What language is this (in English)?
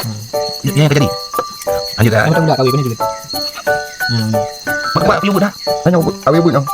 Achinese